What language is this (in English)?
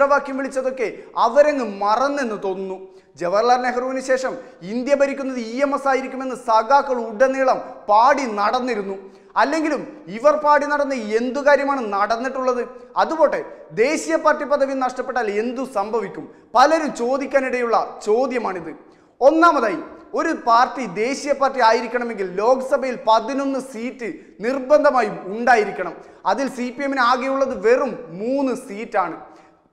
Malayalam